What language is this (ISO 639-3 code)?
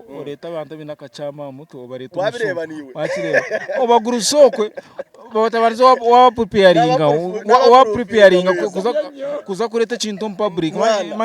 nyn